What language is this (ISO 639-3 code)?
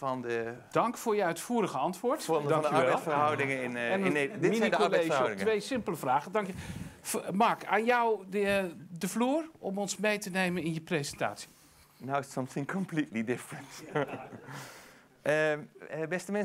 nld